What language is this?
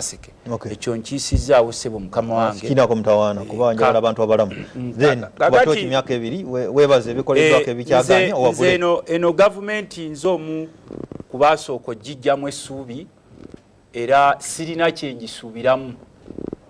Ganda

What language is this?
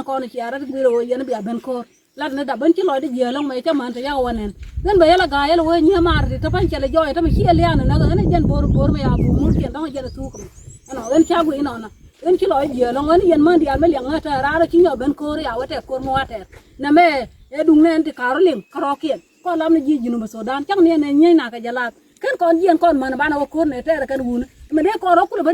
Nuer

